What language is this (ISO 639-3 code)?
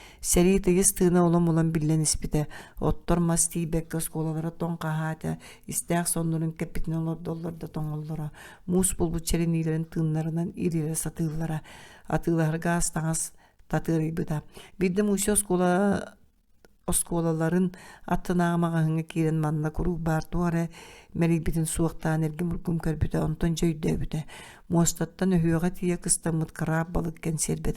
sah